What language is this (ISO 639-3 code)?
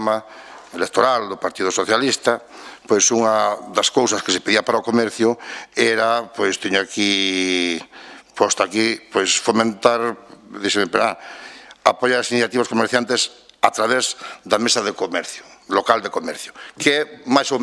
glg